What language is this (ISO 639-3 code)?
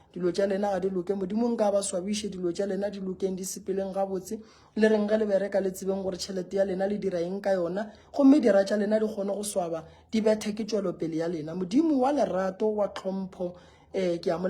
nso